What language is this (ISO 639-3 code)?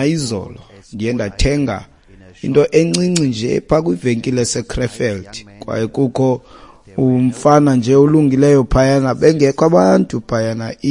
xho